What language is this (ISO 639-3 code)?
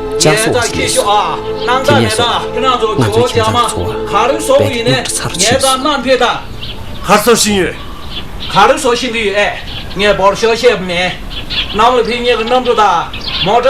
bod